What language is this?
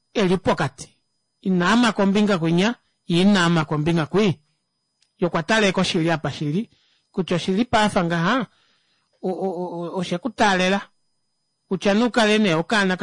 Kuanyama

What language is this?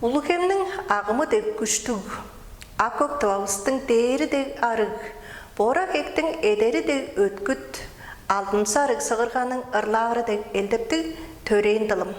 Tuvinian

